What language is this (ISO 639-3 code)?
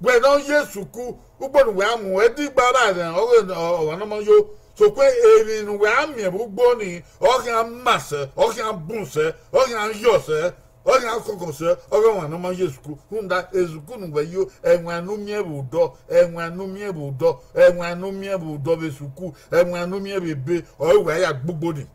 bin